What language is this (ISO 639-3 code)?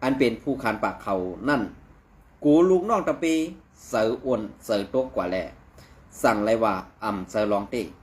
shn